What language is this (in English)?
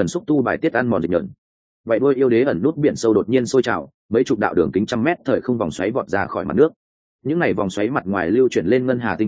Vietnamese